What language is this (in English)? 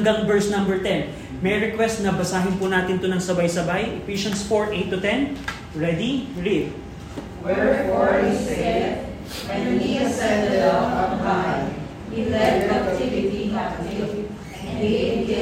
Filipino